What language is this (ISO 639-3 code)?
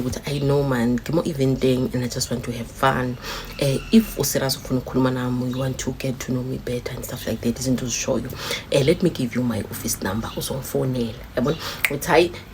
zul